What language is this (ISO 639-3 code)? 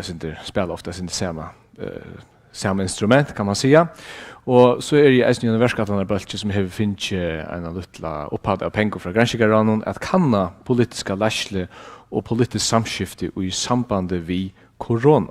fao